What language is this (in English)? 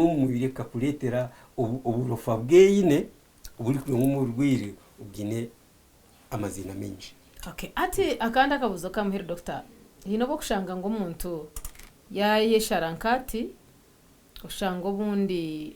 Nyankole